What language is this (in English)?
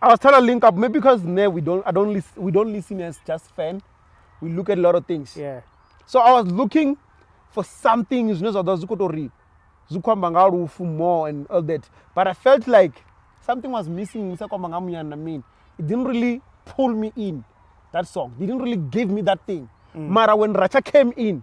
Venda